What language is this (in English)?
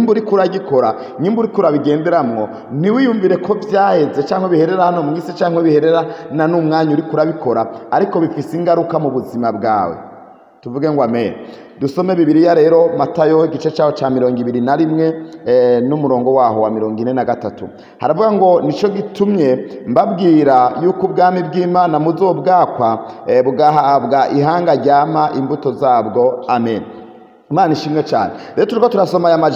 Rundi